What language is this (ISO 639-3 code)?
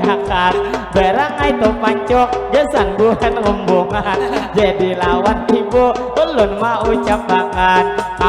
bjn